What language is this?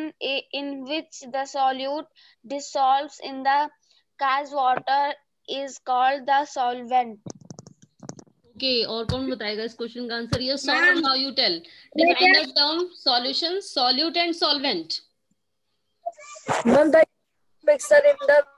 Hindi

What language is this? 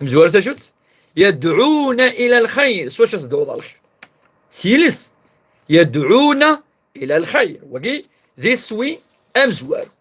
Kabyle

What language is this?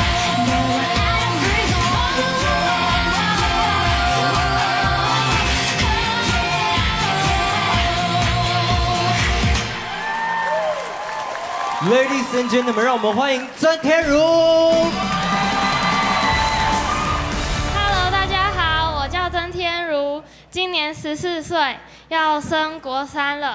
Chinese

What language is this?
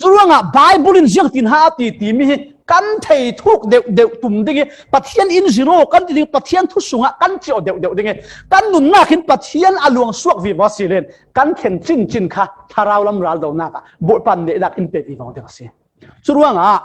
Falam Chin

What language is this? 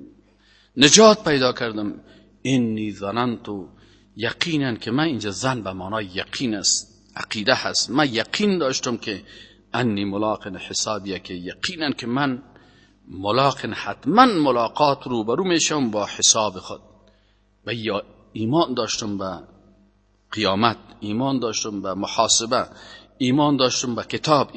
Persian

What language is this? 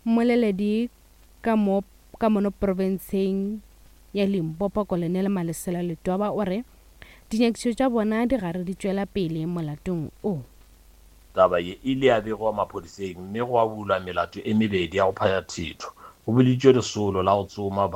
Northern Sotho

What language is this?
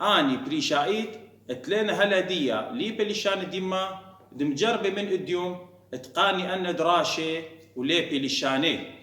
Assyrian Neo-Aramaic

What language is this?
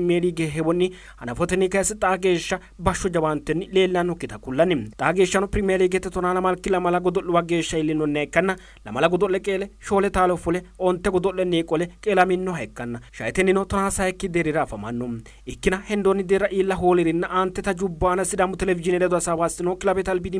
Sidamo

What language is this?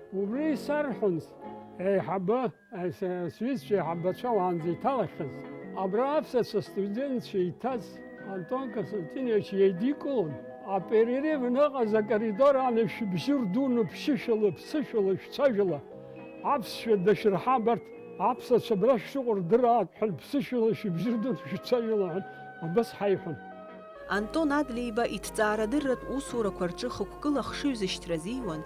Abkhazian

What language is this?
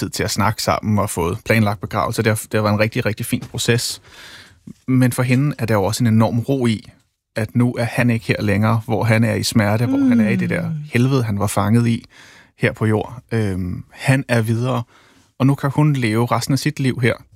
Danish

